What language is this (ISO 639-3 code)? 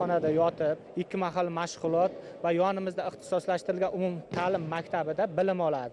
uzb